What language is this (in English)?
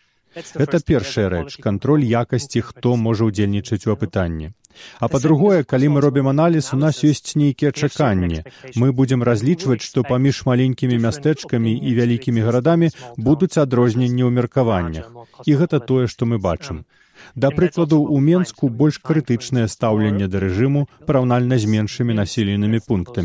Belarusian